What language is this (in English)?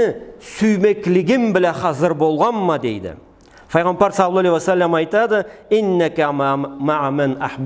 Karachay-Balkar